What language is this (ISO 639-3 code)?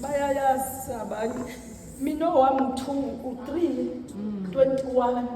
zul